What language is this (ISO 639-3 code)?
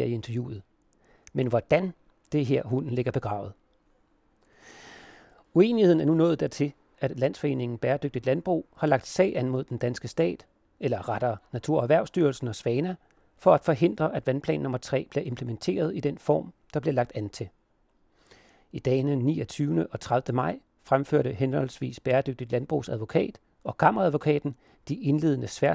dan